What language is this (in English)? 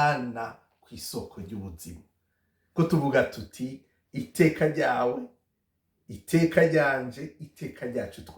Rundi